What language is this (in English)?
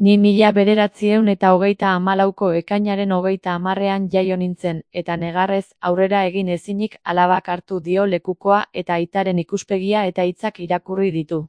Basque